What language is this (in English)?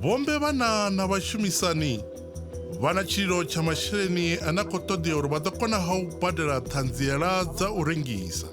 Venda